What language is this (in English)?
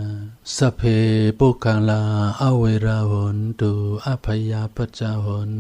Shan